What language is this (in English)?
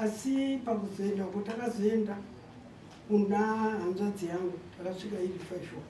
Shona